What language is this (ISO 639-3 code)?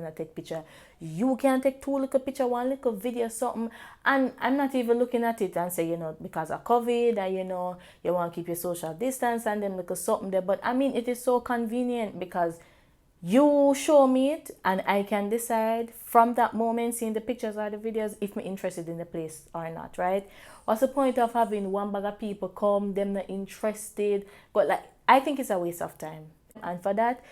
jam